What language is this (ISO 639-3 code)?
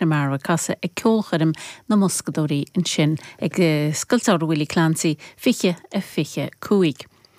gle